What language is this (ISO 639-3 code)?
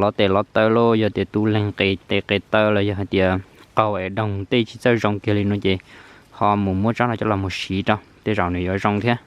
hmn